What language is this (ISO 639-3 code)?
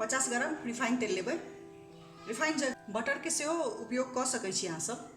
mai